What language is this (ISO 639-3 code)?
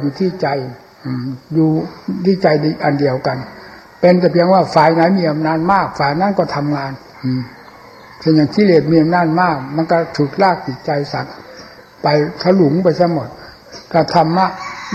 tha